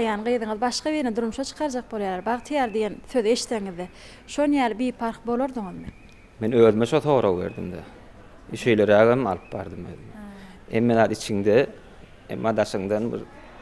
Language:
Turkmen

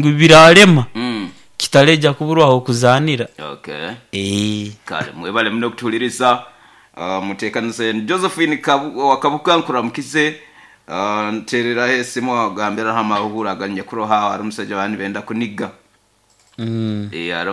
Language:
Nyoro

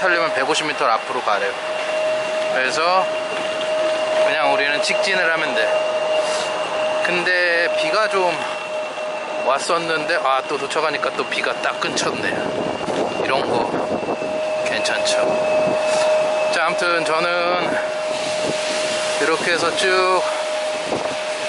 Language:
Korean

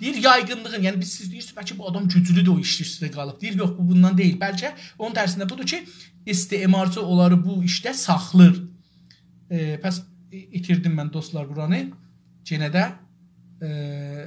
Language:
South Azerbaijani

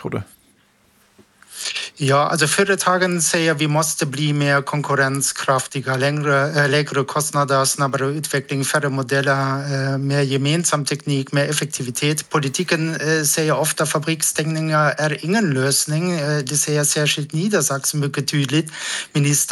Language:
Swedish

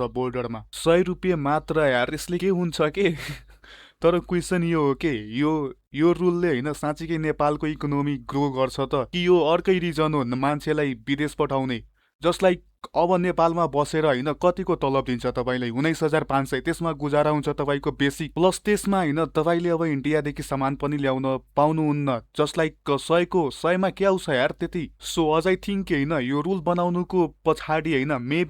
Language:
Nepali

